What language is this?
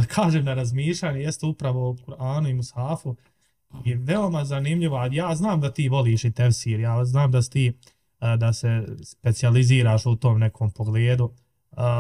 Bosnian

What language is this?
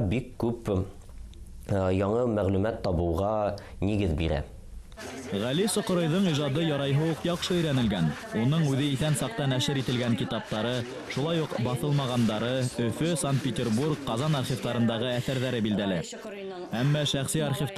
Bashkir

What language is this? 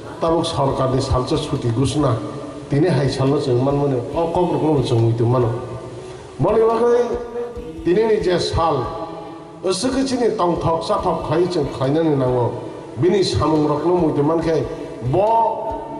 Kok Borok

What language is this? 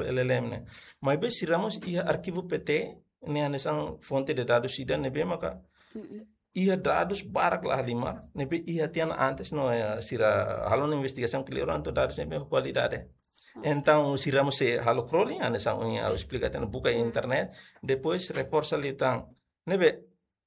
Tetum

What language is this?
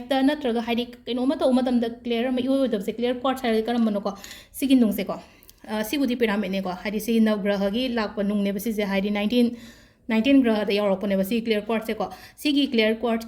Manipuri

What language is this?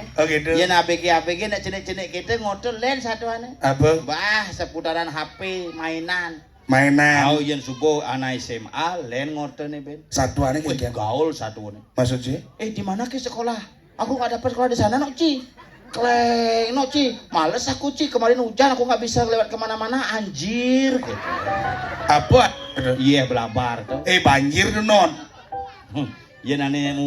Balinese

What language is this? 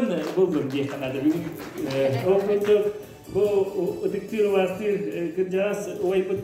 Yakut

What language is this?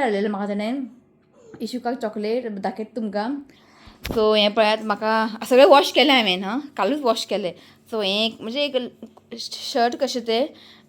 Konkani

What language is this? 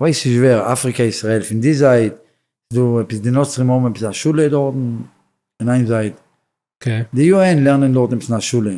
Yiddish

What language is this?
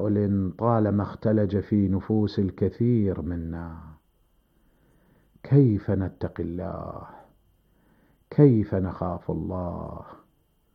Arabic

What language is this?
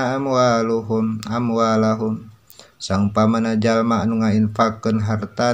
Sundanese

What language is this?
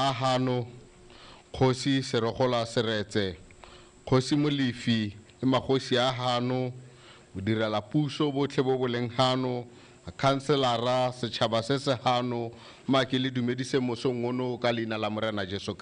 Tswana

